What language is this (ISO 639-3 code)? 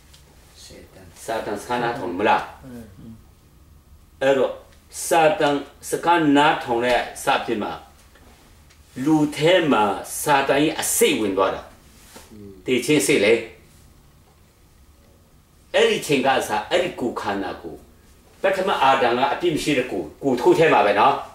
mya